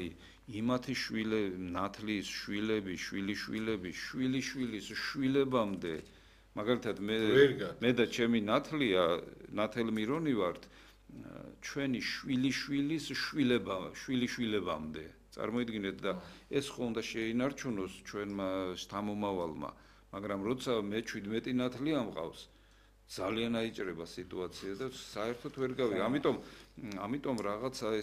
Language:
Georgian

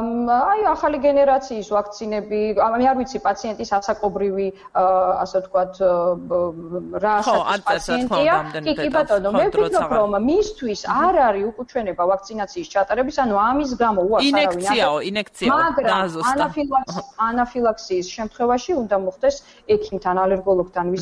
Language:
Georgian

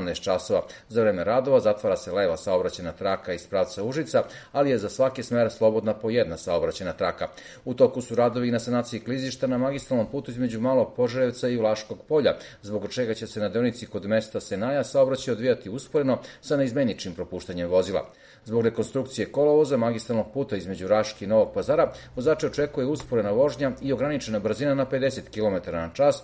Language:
Serbian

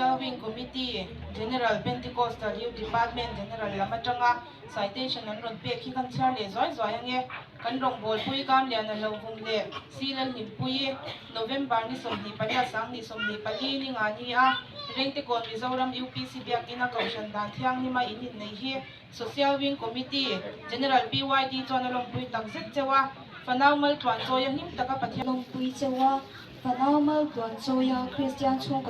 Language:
Mizo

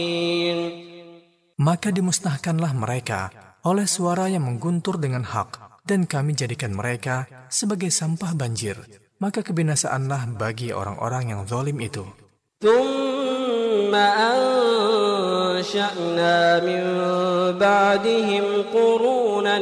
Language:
Indonesian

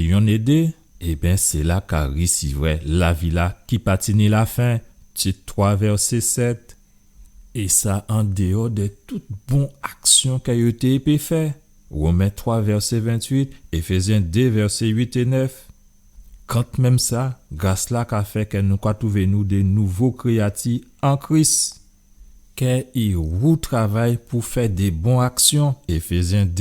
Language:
Guadeloupean Creole French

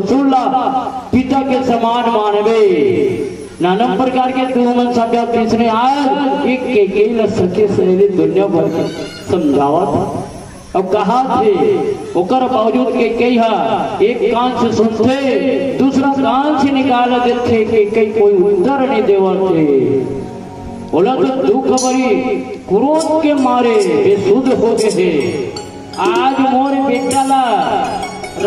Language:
Chhattisgarhi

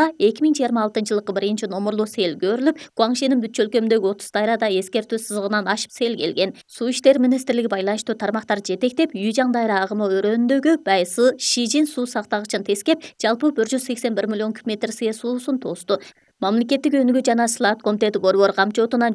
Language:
Kyrgyz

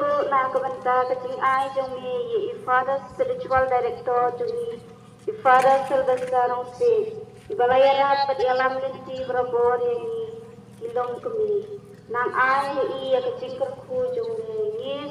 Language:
Khasi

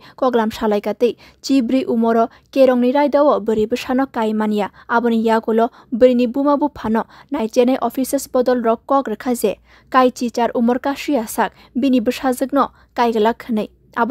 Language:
Kok Borok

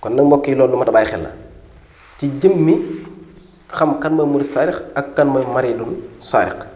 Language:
Wolof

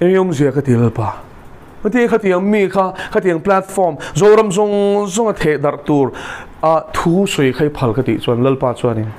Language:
Mizo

